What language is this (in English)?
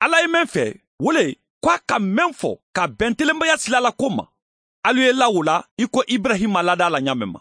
Mandingo